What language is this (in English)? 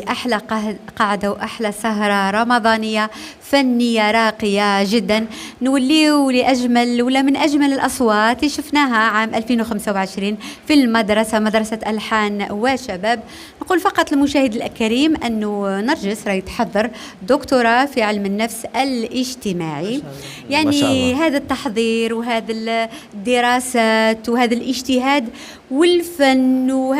Algerian Arabic